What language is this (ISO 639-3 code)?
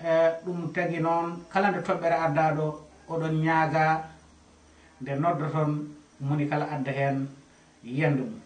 ful